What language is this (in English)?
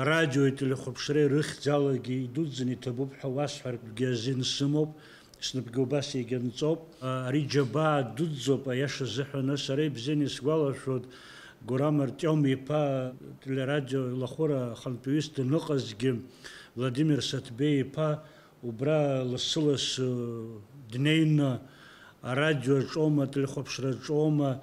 Abkhazian